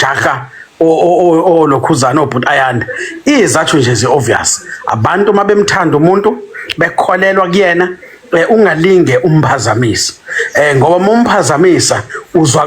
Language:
Zulu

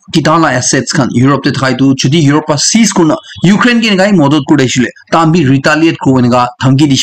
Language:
Naga Pidgin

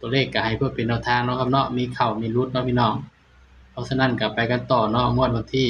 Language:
Northeastern Thai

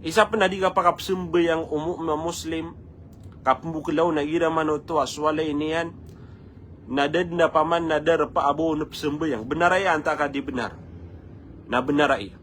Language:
Maranao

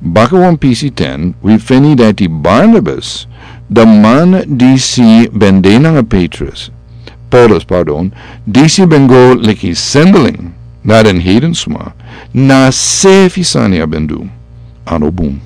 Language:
Sranan Tongo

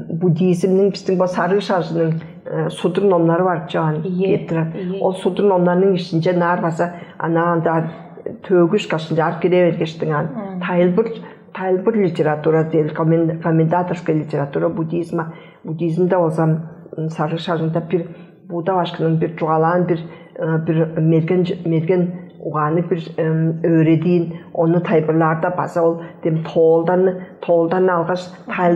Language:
Tuvinian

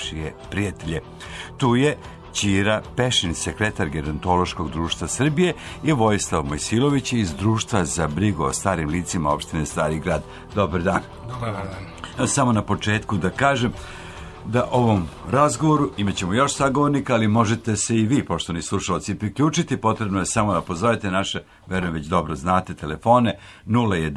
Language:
Serbian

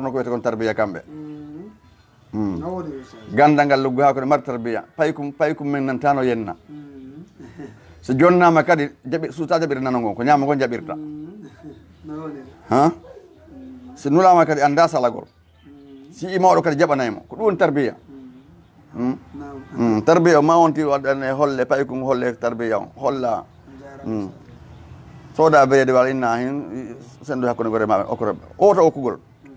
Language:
Fula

